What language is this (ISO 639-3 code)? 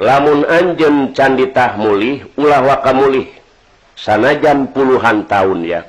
sun